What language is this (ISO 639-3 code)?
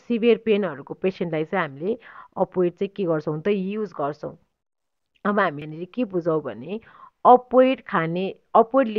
nep